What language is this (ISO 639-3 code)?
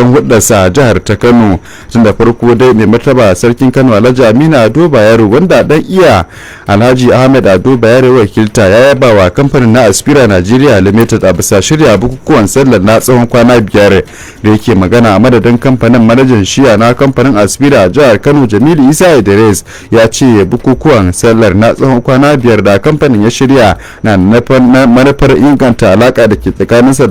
hau